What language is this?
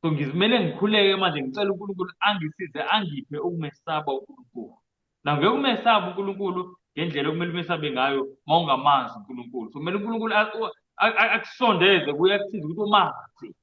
Zulu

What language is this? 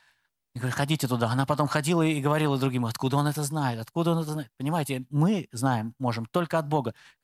Russian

